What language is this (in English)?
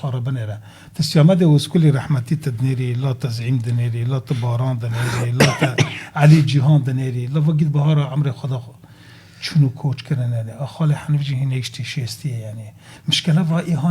Kurdish